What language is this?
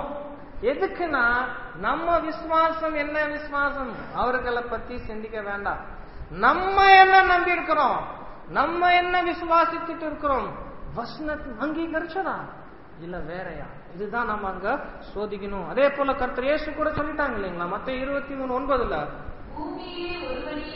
Tamil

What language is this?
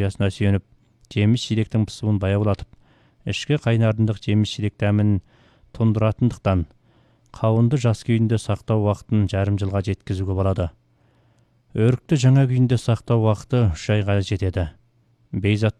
Kazakh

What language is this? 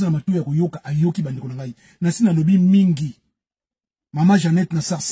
Lingala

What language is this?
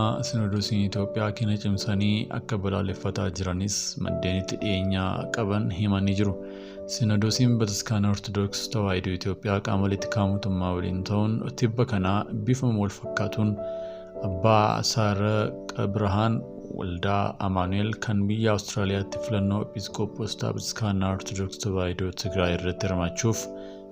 Oromo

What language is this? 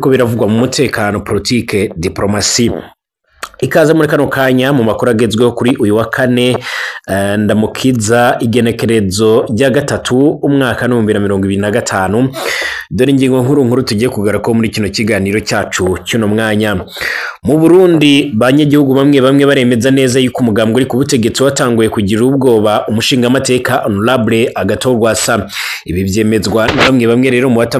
Rundi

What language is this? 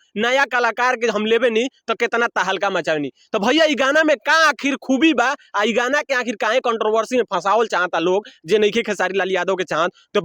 Bhojpuri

